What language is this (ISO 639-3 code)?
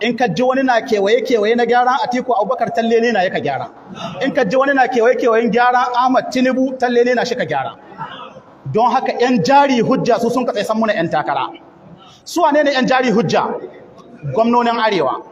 hau